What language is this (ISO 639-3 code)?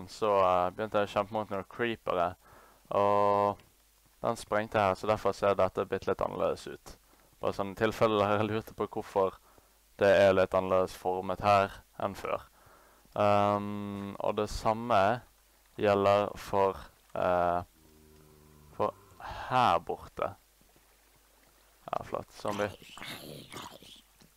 nor